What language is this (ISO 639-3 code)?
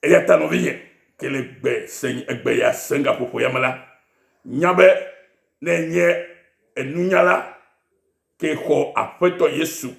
ewe